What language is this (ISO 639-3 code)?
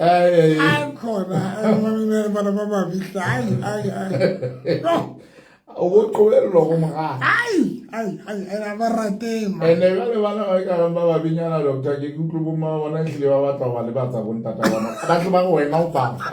sot